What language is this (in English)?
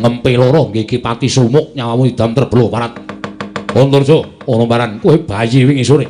Javanese